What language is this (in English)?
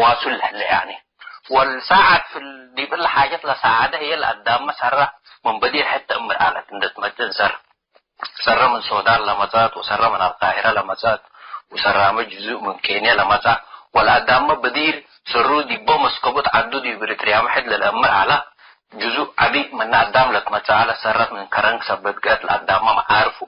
Tigre